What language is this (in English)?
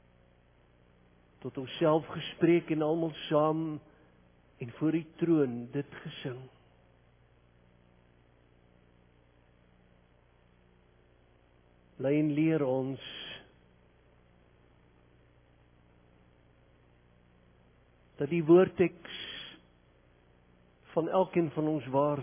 Afrikaans